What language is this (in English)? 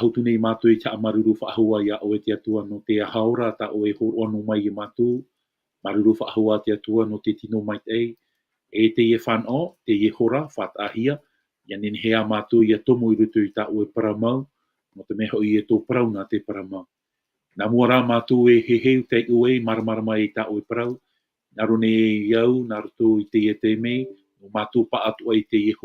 Tahitian